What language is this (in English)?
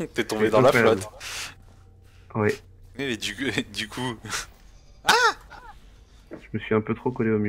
French